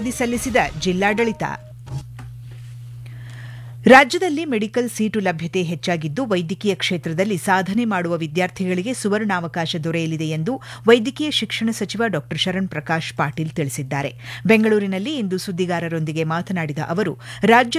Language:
Kannada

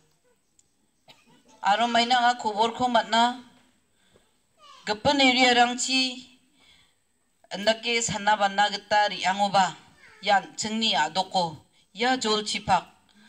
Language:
Garo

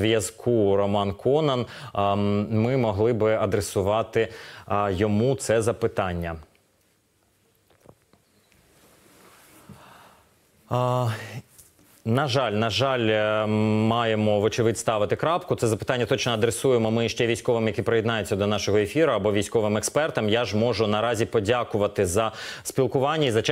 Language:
Ukrainian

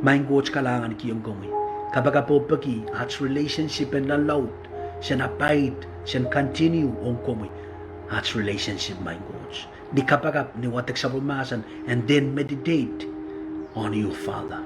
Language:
Pohnpeian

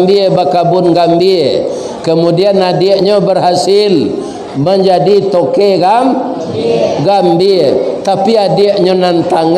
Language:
Minangkabau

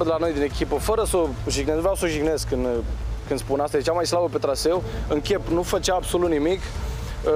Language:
Romanian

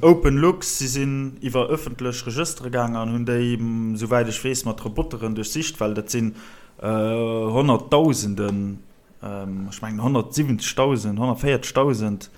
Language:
Luxembourgish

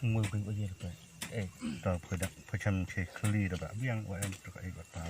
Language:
Khasi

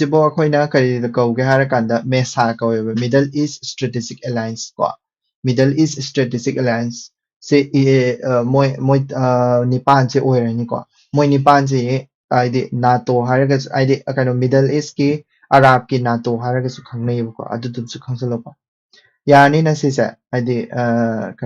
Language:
Manipuri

